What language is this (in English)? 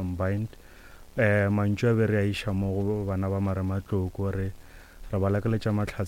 Northern Sotho